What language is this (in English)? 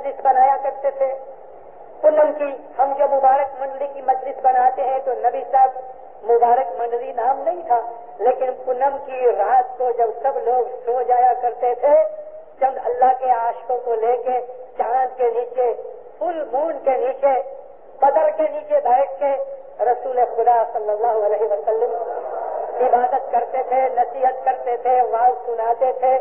Urdu